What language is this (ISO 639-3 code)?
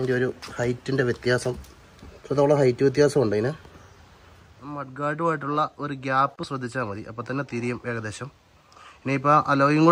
mal